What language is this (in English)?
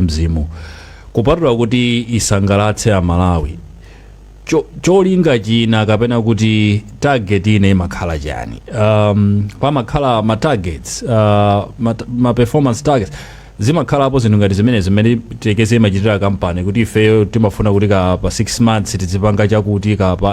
Nyanja